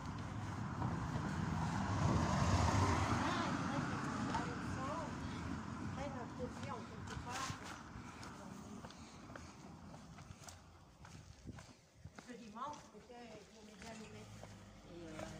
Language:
French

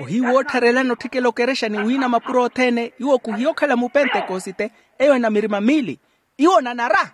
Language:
Makhuwa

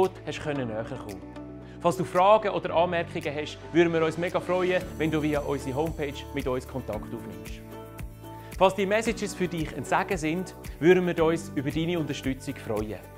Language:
Swiss German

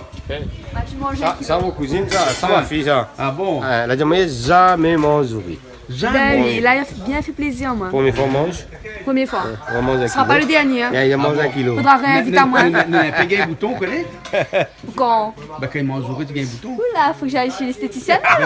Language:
Réunion Creole French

